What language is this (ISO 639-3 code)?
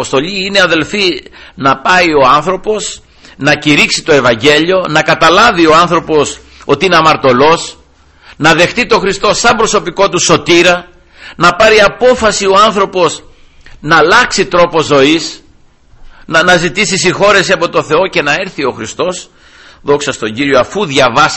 ell